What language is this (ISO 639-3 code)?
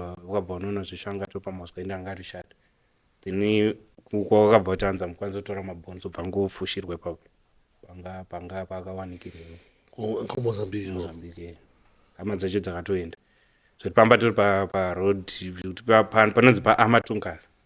sna